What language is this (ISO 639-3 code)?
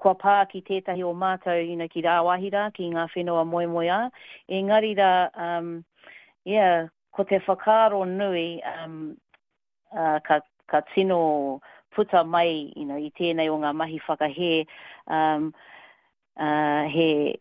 mri